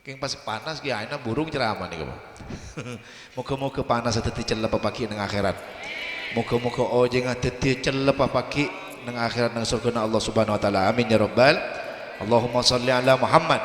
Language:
Madurese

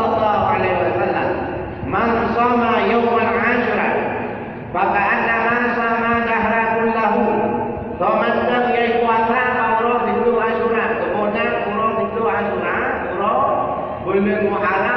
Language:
Achinese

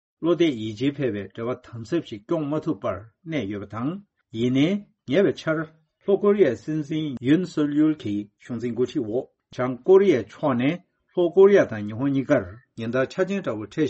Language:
Tibetan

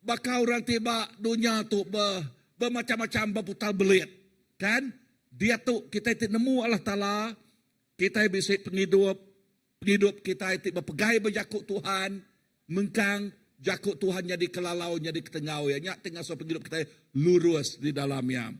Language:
Iban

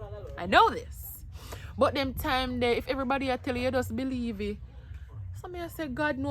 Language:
Jamaican Creole English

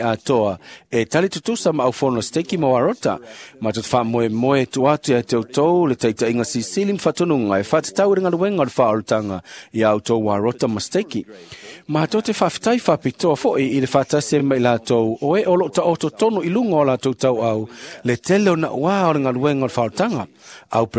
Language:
Samoan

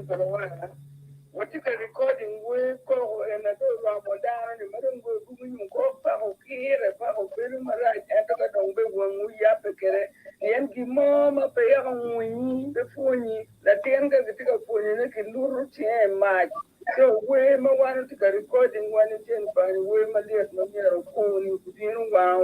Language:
Acoli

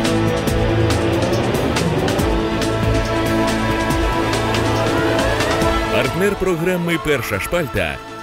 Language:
Ukrainian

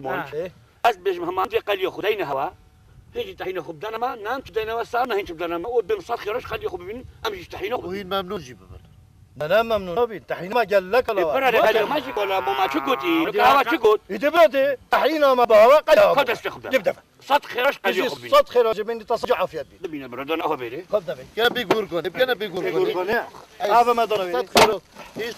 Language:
Kurdish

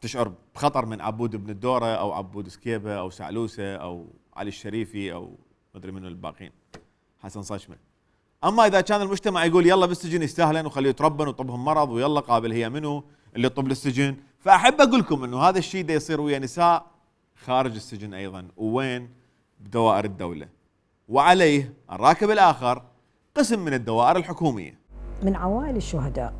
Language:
Mesopotamian Arabic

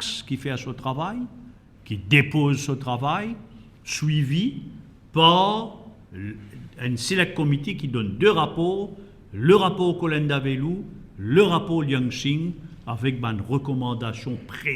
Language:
Morisyen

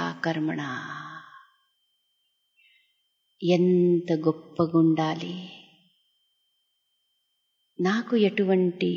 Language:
Telugu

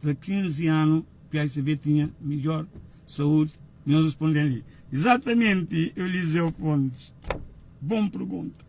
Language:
Kabuverdianu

